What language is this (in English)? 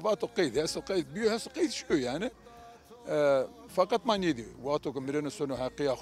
Zaza